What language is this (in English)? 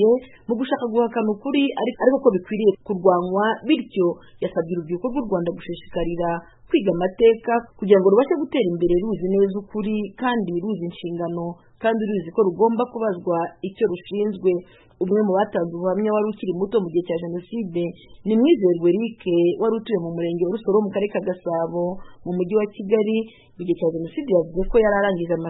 Kinyarwanda